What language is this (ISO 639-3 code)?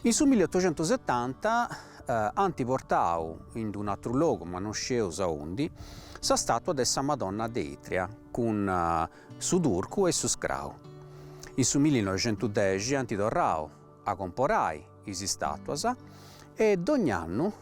srd